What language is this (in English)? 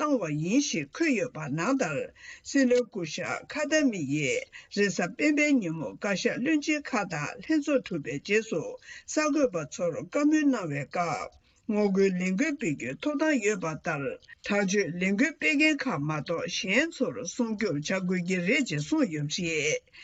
Tibetan